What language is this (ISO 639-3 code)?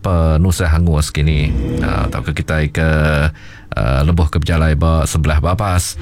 iba